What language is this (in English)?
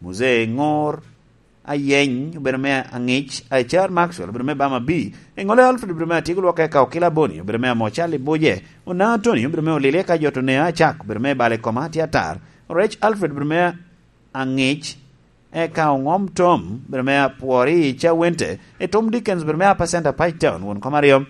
Lango (Uganda)